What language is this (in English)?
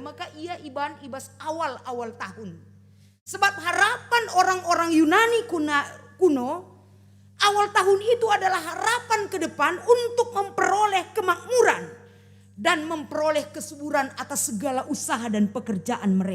Batak Karo